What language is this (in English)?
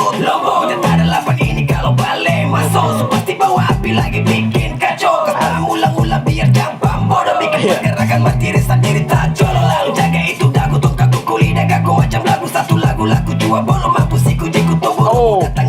Ambonese Malay